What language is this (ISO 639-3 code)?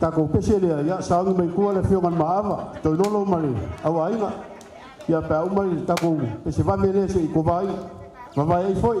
smo